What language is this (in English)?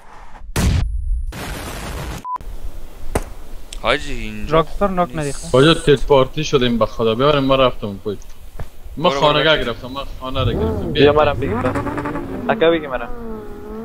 Persian